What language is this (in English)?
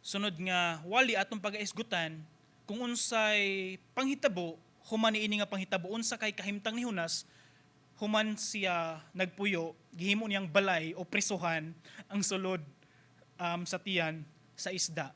Cebuano